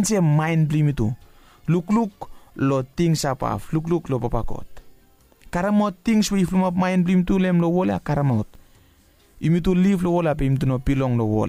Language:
Bislama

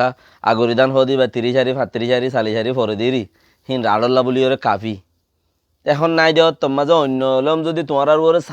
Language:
Rohingya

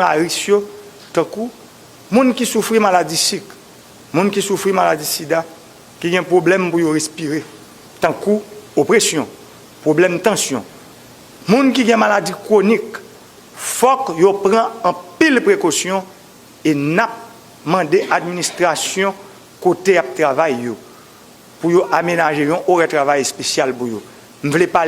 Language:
Haitian Creole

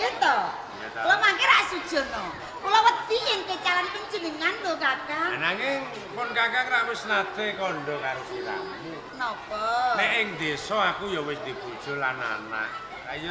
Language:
Javanese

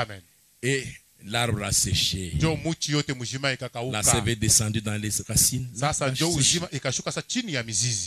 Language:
Swahili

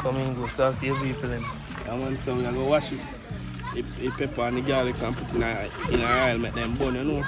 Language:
Jamaican Creole English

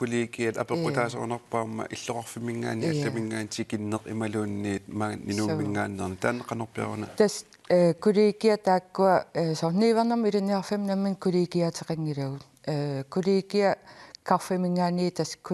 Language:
Kalaallisut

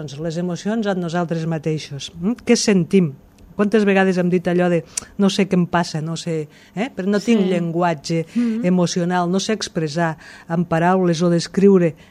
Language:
Catalan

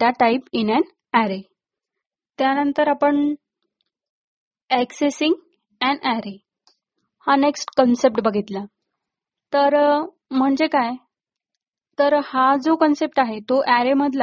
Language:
Marathi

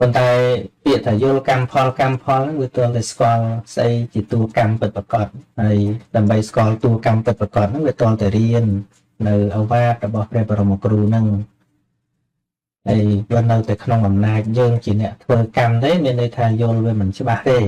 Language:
Khmer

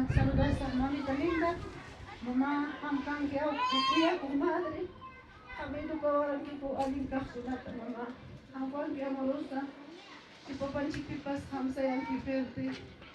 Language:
Ayacucho Quechua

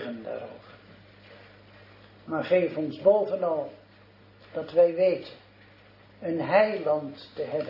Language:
Dutch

